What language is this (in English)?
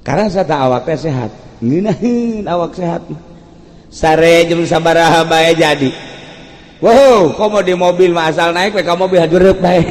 Sundanese